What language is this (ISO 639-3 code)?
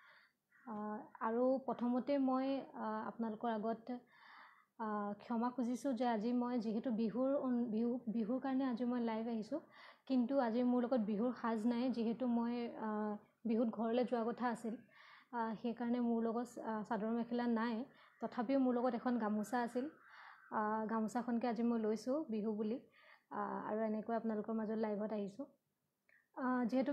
asm